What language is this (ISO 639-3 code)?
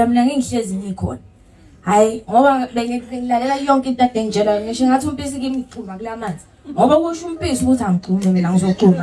zul